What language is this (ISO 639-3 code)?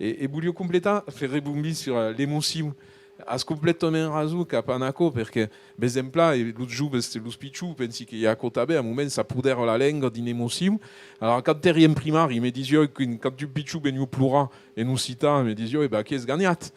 oci